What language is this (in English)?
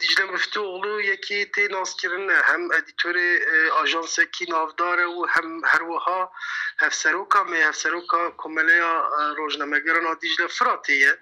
Kurdish